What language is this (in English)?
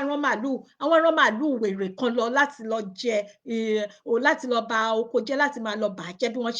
Yoruba